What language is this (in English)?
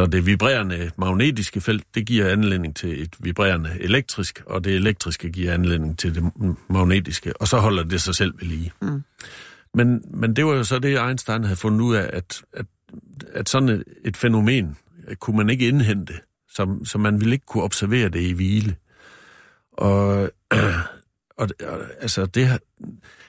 Danish